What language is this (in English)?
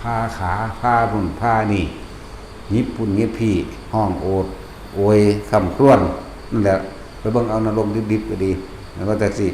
Northeastern Thai